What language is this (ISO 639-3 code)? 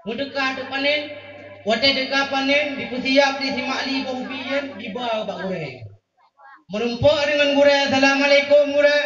ace